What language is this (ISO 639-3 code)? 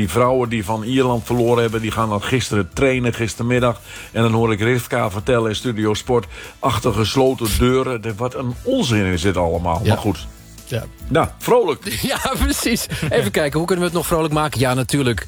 nld